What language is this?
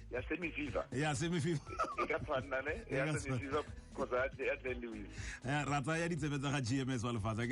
Tswana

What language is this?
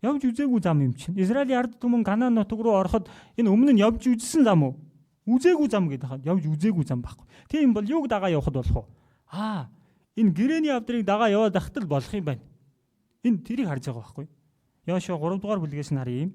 Mongolian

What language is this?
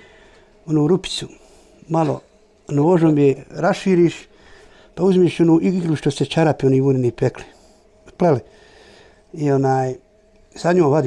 Bosnian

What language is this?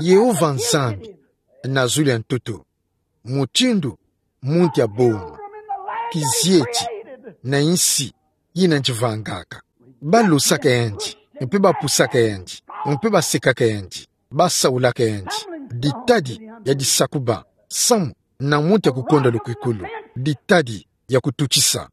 Kituba (Democratic Republic of Congo)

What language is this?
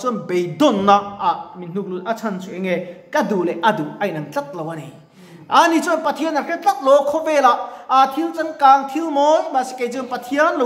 Mizo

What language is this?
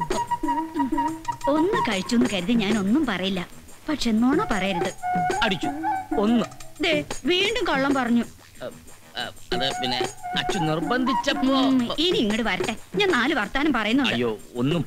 Malayalam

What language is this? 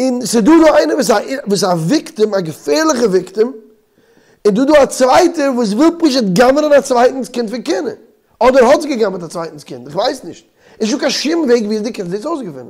Yiddish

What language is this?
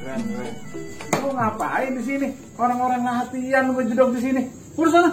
Betawi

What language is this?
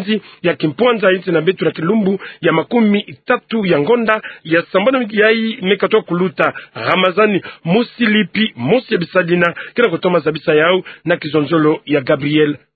Kituba (Democratic Republic of Congo)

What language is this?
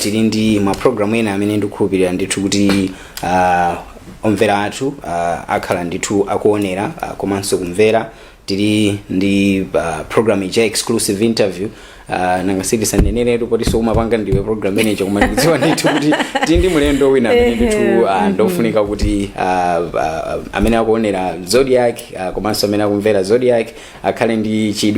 Nyanja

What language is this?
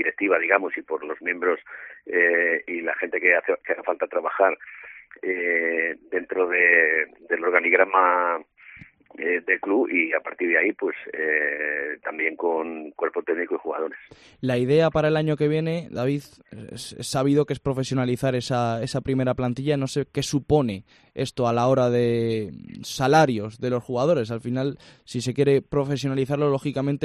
Spanish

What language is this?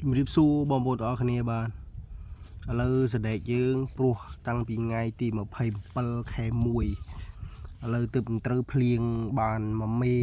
Khmer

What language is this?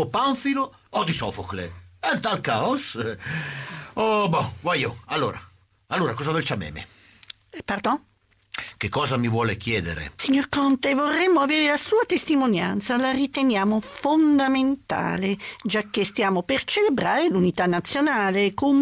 Italian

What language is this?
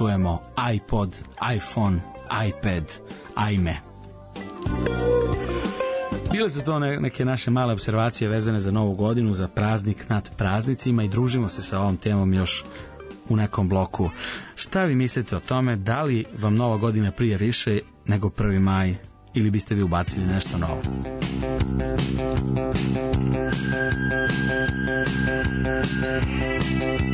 Serbian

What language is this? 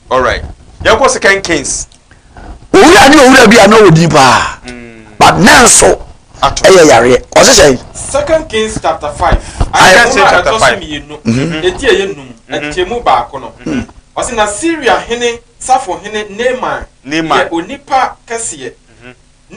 Akan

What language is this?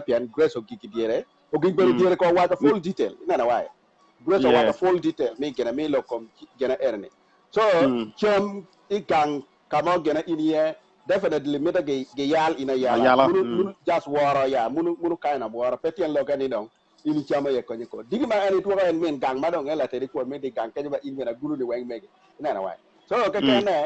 Acoli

